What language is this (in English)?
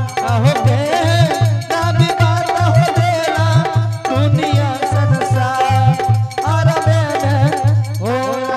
Angika